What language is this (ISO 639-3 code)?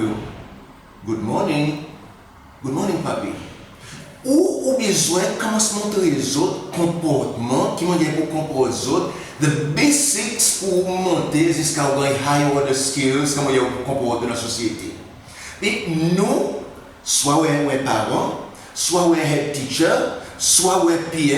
crs